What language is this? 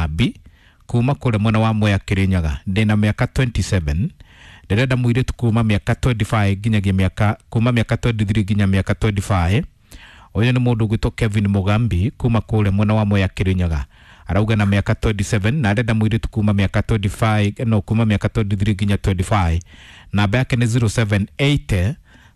Kikuyu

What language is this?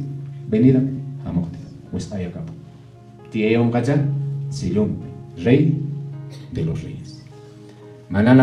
Quechua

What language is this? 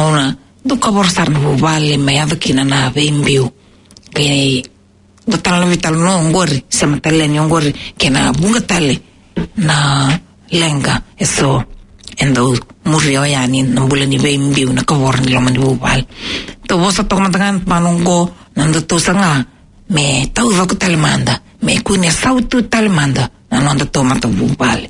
Fijian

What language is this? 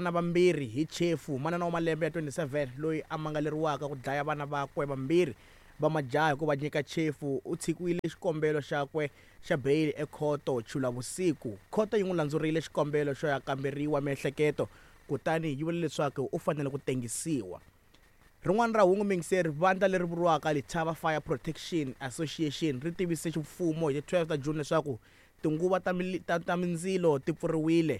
Tsonga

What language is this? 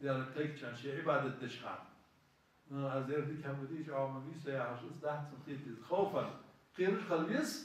Ingush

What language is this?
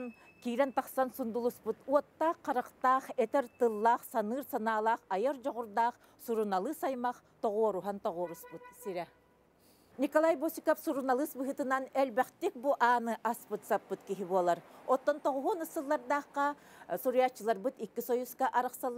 Yakut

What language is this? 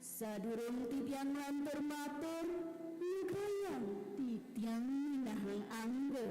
Balinese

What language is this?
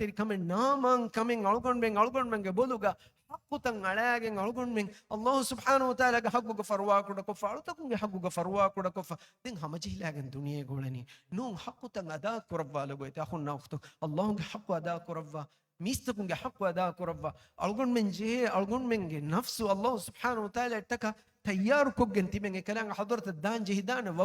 Divehi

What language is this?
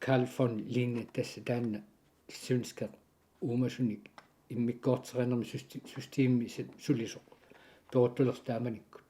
Kalaallisut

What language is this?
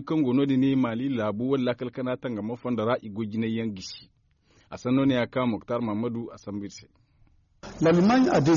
Zarma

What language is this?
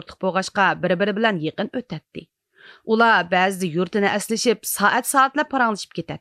Uyghur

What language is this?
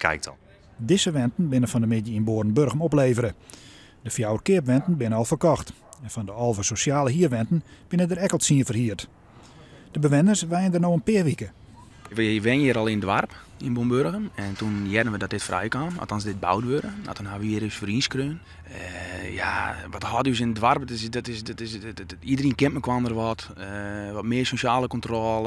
Western Frisian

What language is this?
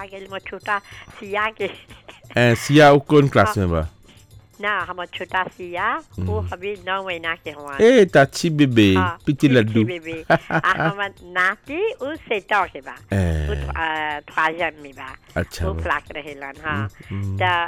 Bhojpuri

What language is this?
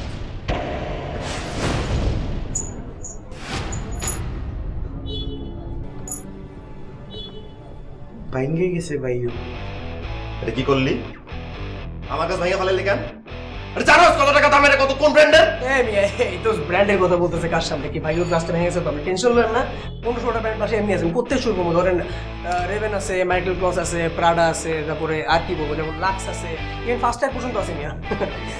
Bangla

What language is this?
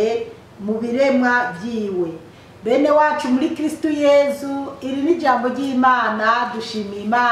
Rundi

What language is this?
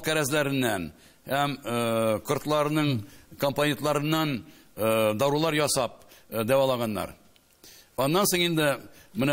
Tatar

